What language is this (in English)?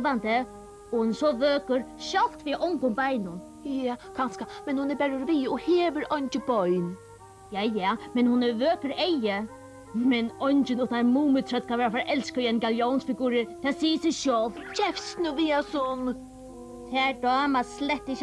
Faroese